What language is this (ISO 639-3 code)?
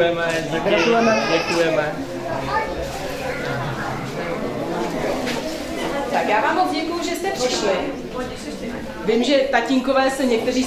ces